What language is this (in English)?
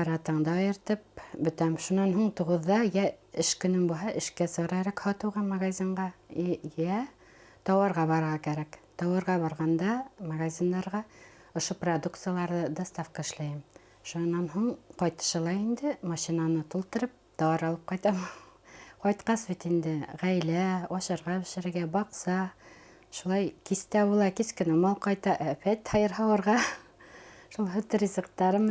Bashkir